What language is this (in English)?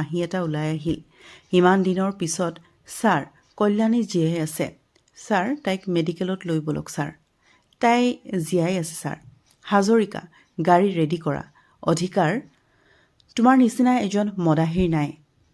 Assamese